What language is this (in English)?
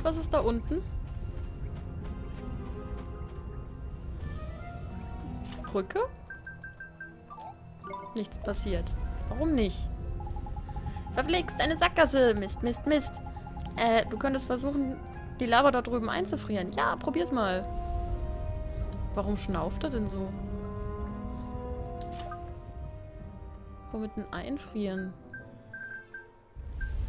German